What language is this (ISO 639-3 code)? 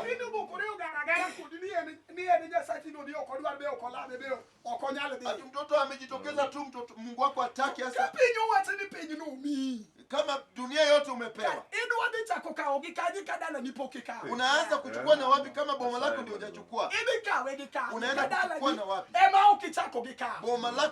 luo